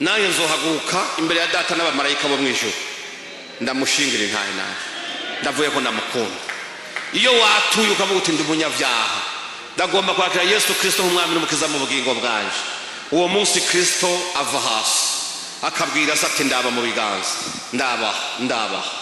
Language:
Rundi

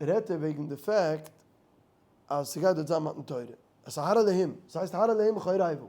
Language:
Yiddish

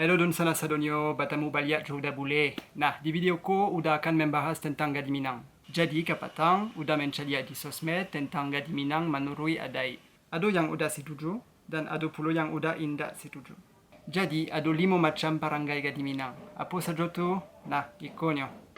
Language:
Minangkabau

